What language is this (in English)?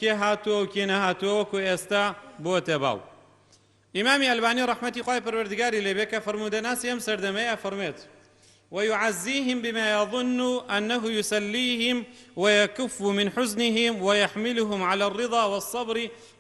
Central Kurdish